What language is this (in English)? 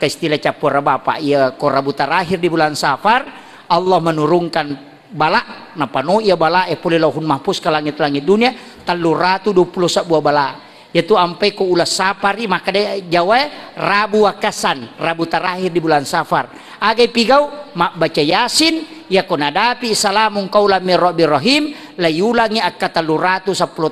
Buginese